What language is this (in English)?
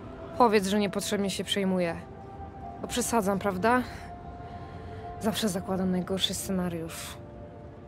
Polish